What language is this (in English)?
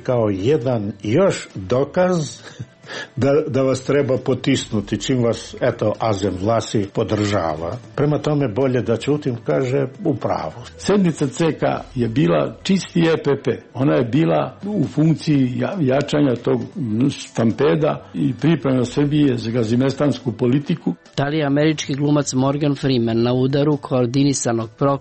Serbian